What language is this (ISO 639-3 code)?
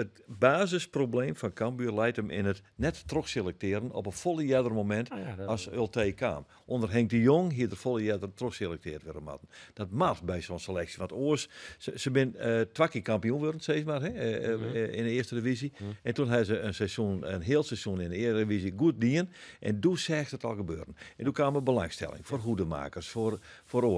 fry